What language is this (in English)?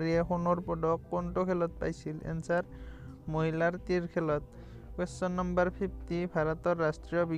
Assamese